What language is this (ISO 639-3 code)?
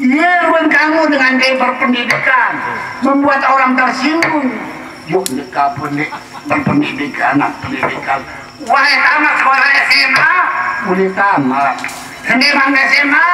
sas